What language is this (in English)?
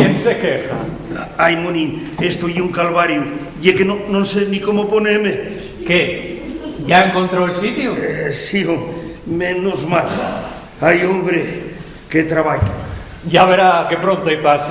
Asturian